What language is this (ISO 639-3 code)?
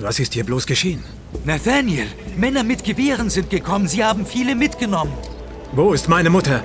bar